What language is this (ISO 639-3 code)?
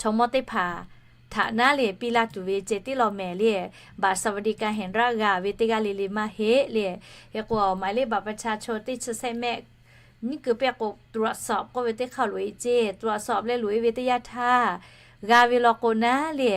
lhu